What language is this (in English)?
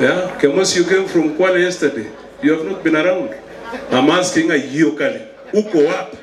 Gusii